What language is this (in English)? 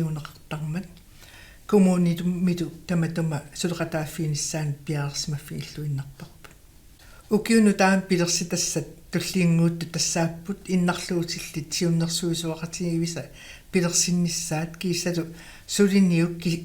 Kalaallisut